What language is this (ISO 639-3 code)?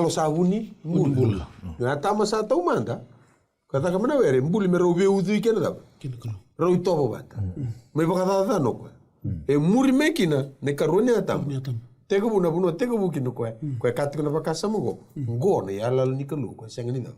fij